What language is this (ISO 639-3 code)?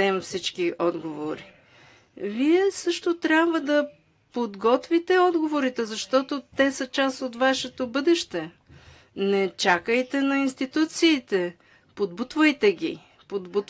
bul